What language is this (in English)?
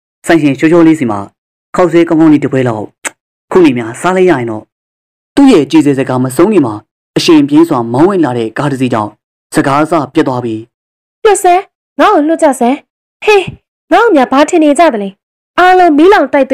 Burmese